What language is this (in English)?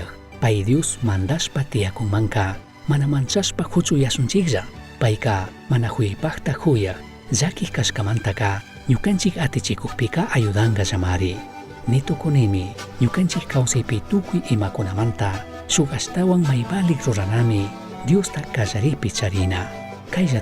Chimborazo Highland Quichua